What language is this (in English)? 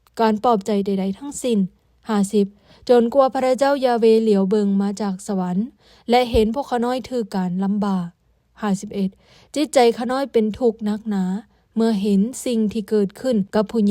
Lao